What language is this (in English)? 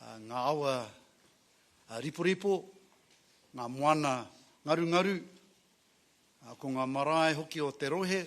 Māori